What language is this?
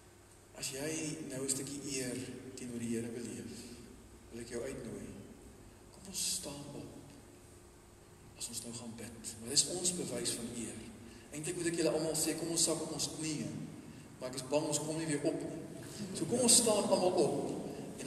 Afrikaans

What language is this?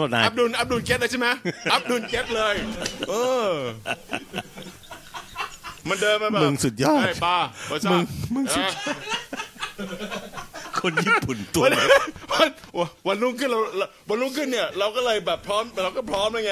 Thai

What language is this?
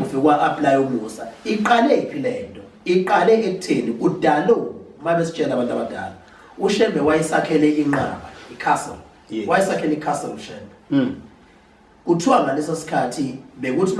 Zulu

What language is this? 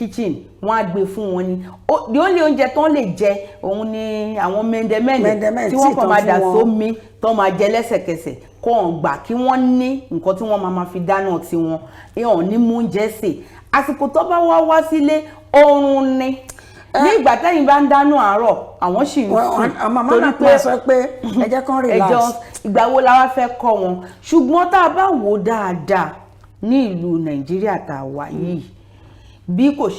Yoruba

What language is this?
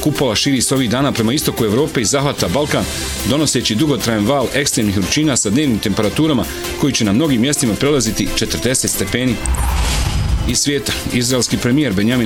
Bosnian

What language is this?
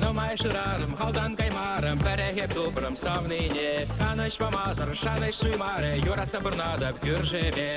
Chuvash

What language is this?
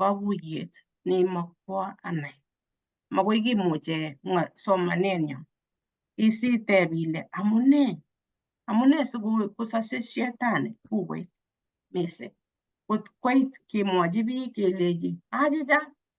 Kalenjin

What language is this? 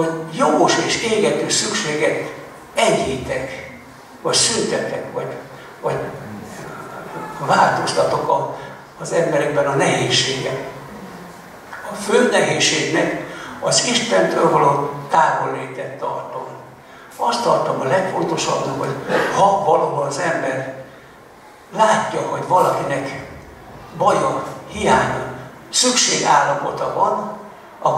Hungarian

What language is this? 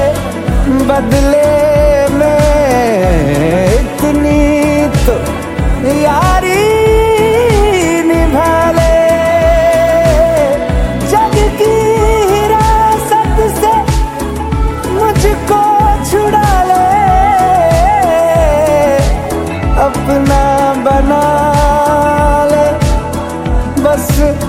Hindi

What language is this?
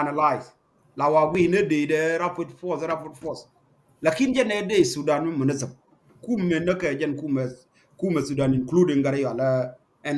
Nuer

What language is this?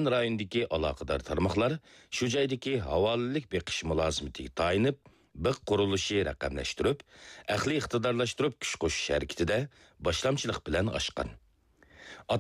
Uyghur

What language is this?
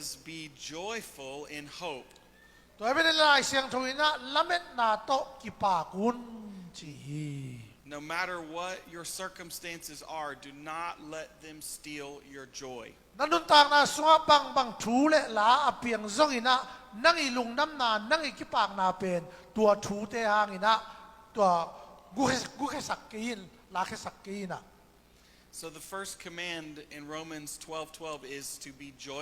Tedim Chin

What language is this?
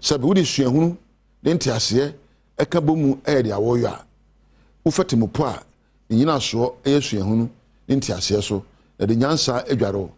Akan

